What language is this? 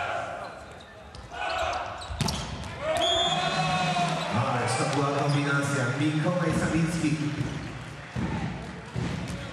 Polish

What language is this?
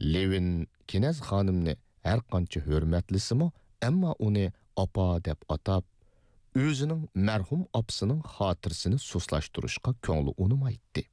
Uyghur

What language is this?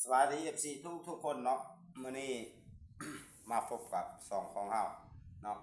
Lao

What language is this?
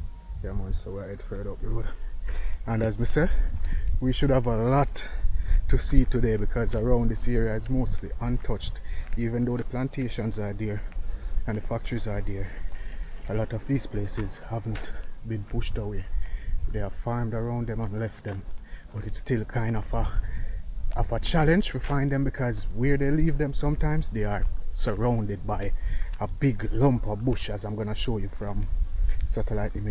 Jamaican Creole English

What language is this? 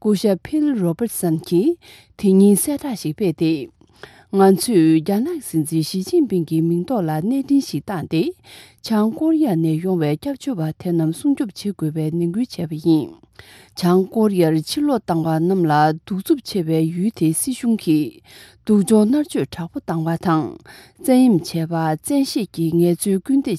Tibetan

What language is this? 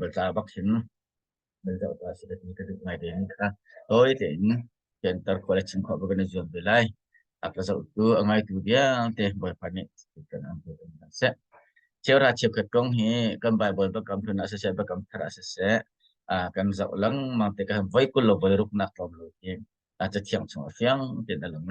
Hakha Chin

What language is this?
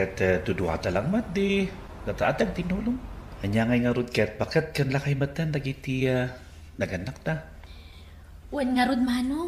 Iloko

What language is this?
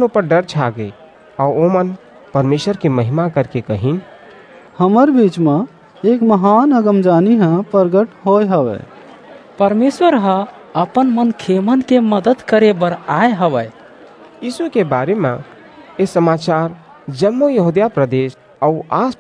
Chhattisgarhi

